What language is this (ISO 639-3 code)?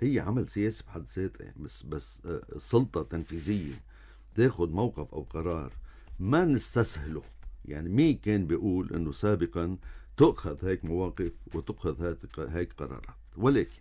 apc